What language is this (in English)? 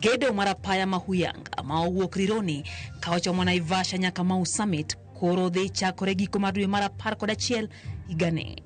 Luo (Kenya and Tanzania)